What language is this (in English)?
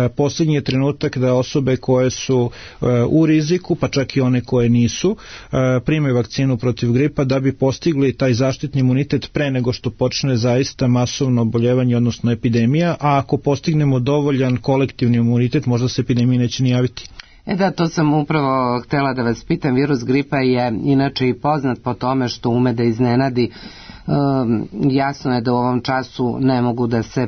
Serbian